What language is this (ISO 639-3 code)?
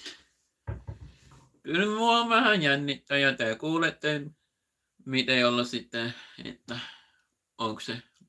fin